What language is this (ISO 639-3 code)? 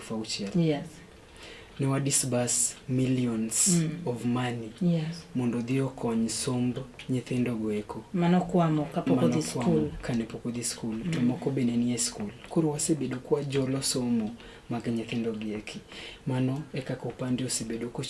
luo